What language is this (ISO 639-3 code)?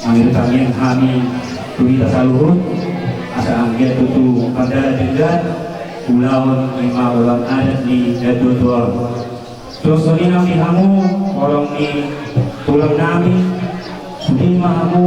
bbc